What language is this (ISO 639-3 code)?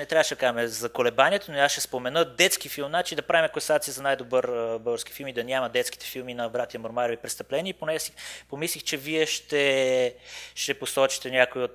bul